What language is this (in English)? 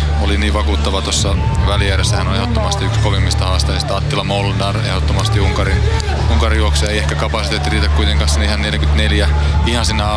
Finnish